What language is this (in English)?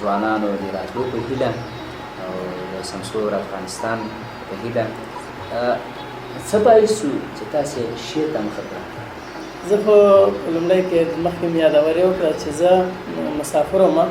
Pashto